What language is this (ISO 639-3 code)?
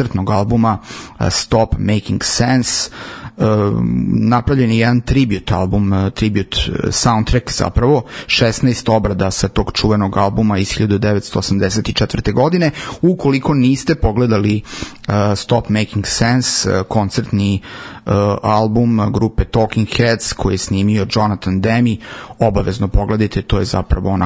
srp